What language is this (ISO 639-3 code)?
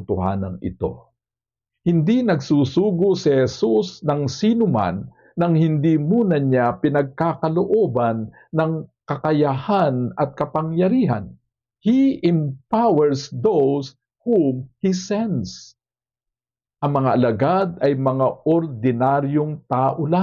fil